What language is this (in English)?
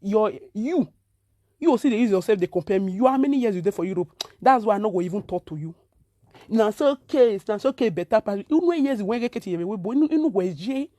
Nigerian Pidgin